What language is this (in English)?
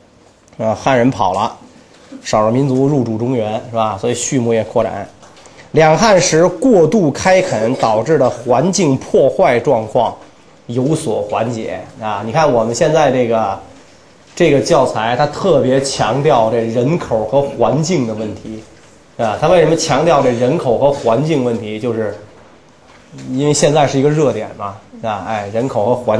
Chinese